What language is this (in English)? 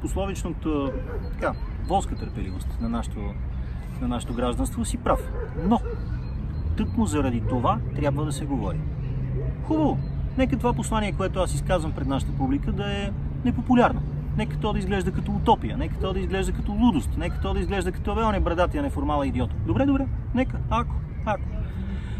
Bulgarian